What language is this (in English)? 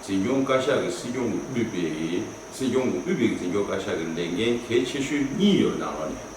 Tibetan